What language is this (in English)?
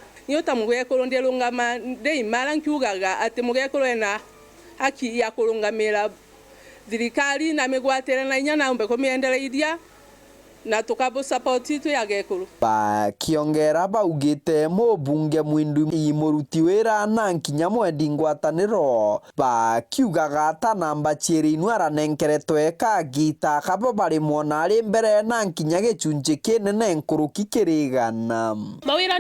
Meru